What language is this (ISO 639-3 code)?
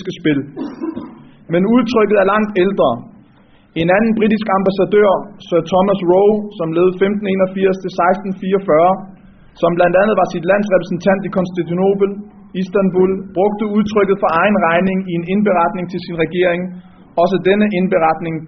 dan